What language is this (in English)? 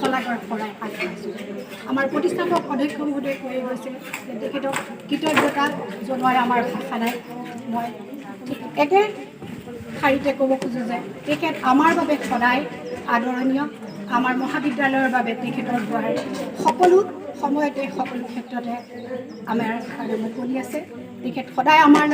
Assamese